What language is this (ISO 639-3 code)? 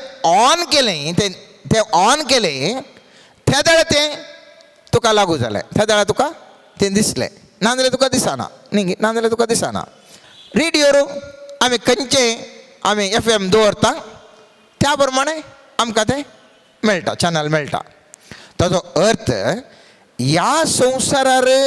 kok